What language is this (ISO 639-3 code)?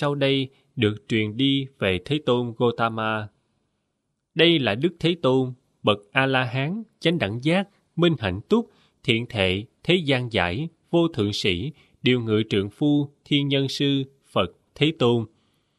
vie